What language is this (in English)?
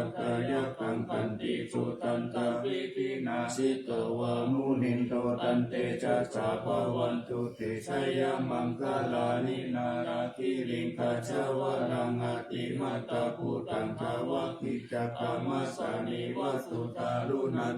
Pali